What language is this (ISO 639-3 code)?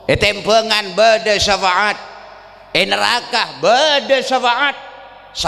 mad